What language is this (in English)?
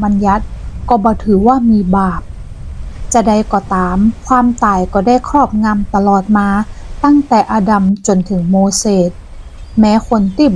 Northern Thai